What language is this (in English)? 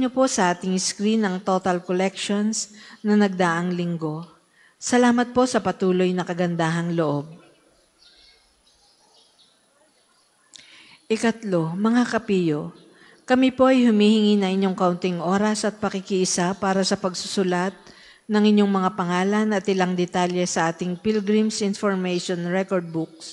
Filipino